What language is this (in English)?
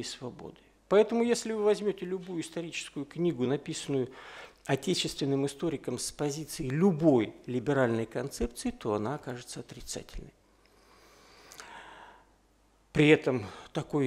Russian